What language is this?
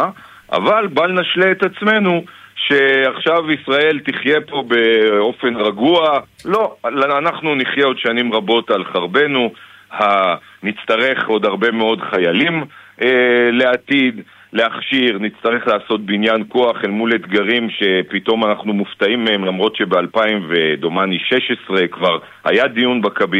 Hebrew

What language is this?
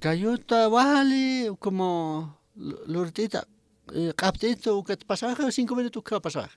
Aymara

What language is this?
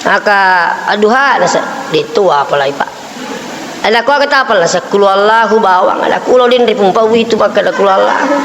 Buginese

